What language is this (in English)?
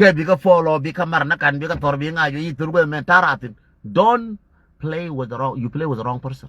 Nuer